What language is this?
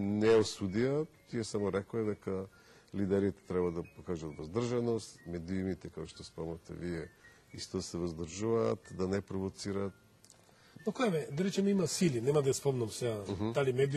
Macedonian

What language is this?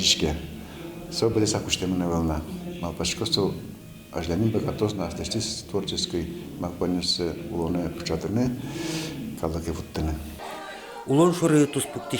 Udmurt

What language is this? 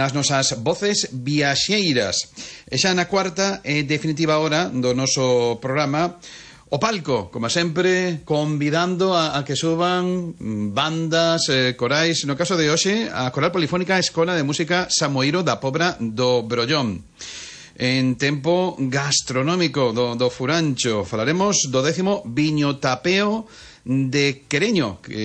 Galician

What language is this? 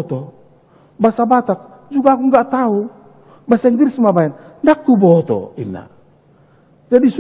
Batak Toba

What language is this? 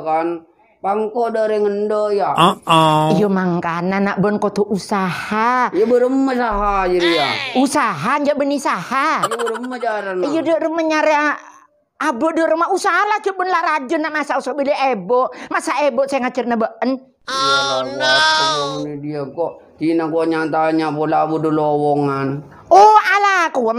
Madurese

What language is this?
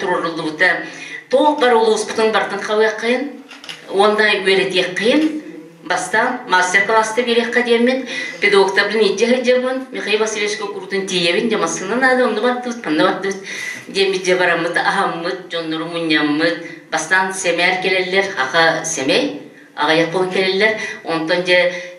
Yakut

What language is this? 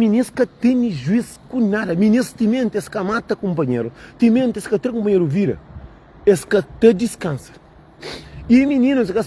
Kabuverdianu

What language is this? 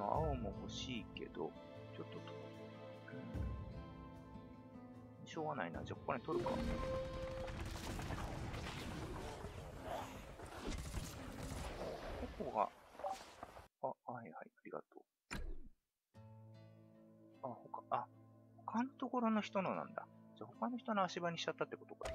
Japanese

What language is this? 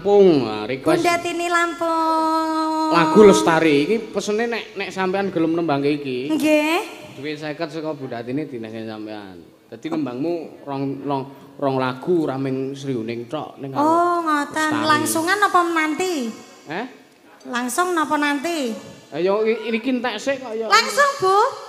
Javanese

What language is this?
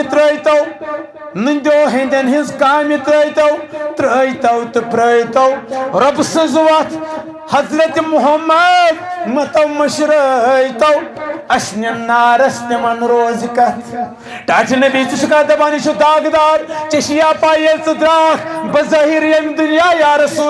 Kashmiri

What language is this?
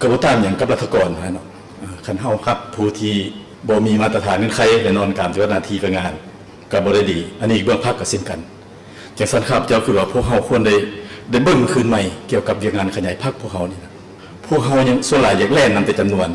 Lao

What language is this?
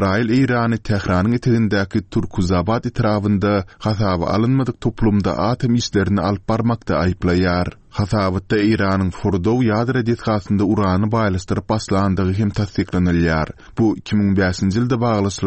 Turkmen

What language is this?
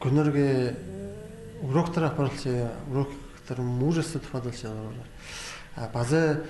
Khakas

